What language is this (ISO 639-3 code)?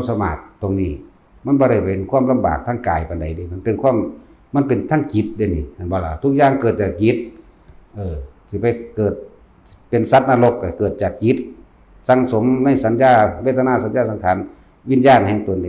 tts